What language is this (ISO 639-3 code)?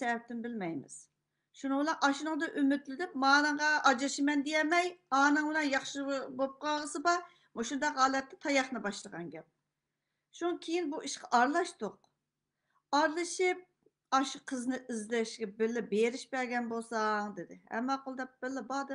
uig